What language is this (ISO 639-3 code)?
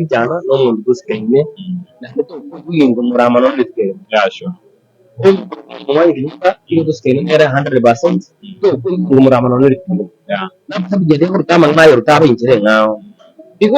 guz